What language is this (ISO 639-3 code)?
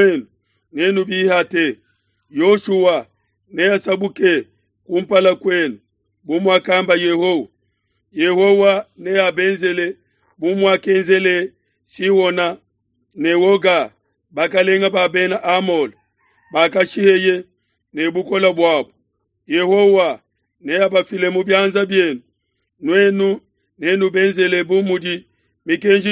lua